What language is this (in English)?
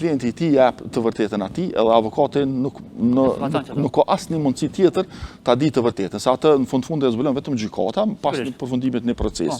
Albanian